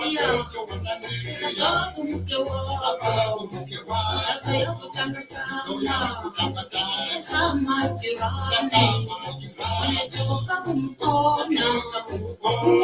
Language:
Masai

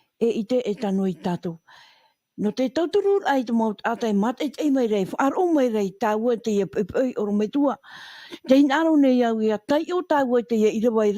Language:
Tahitian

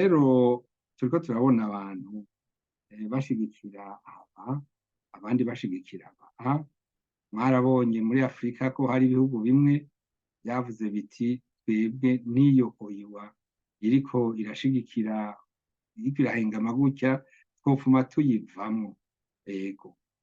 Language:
Rundi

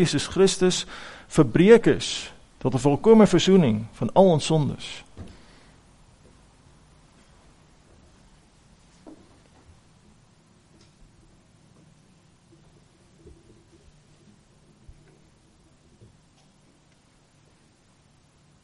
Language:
Afrikaans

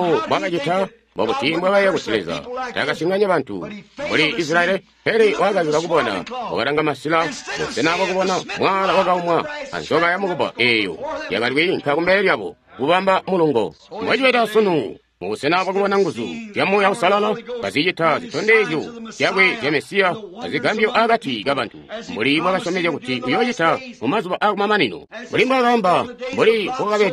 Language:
Tonga (Zambia)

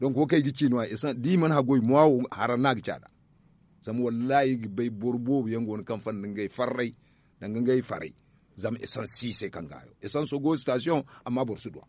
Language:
Zarma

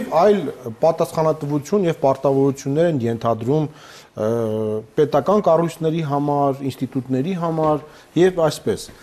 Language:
Armenian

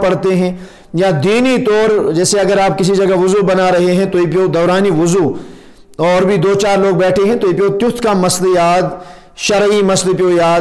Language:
Urdu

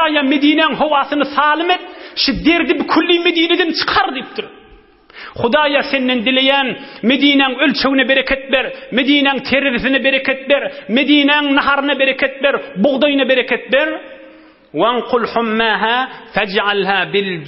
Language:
Turkmen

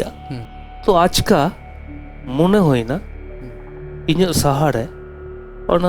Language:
Santali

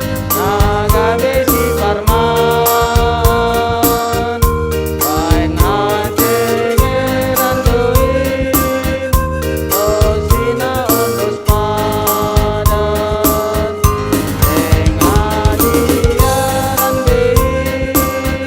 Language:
Batak Simalungun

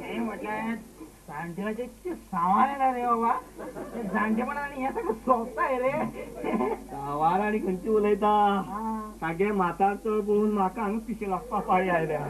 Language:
Konkani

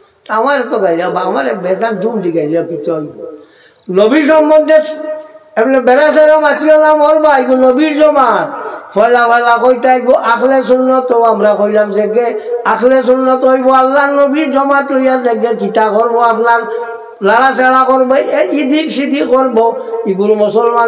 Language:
Sylheti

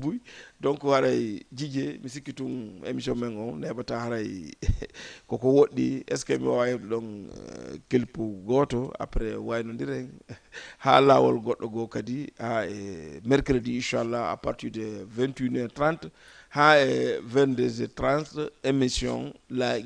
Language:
Fula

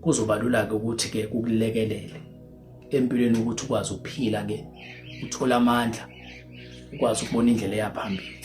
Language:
Zulu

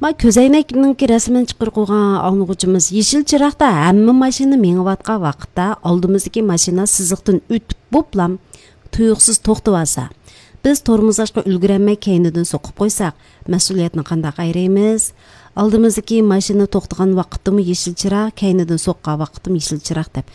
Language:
Uyghur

